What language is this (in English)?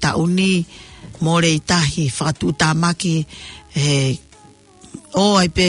Tongan